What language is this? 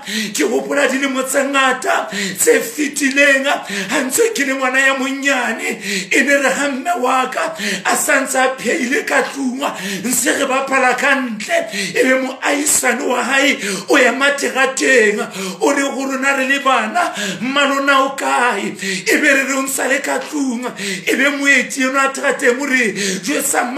Southern Sotho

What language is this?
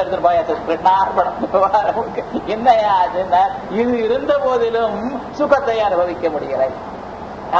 Tamil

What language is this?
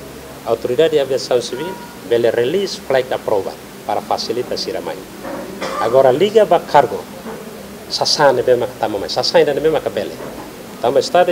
Tetum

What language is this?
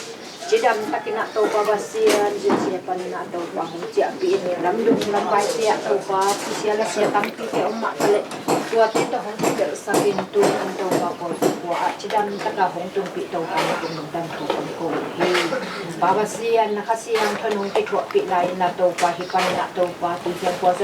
Tedim Chin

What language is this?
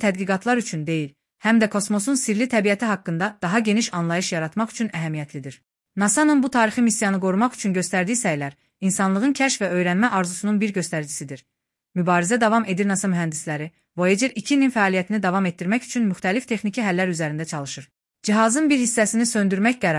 Azerbaijani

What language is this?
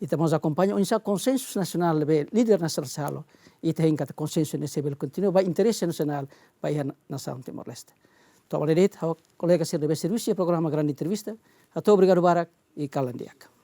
Tetum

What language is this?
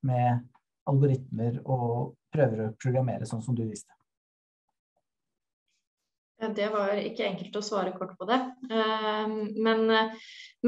Norwegian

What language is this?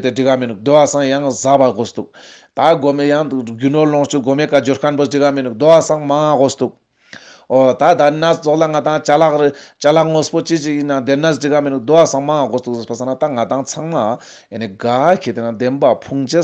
Ladakhi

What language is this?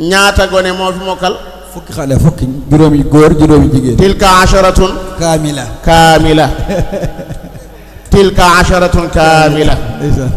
Wolof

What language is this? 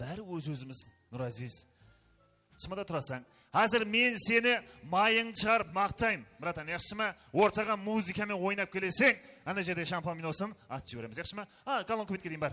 Kara-Kalpak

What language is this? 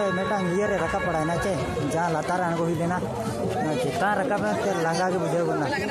Santali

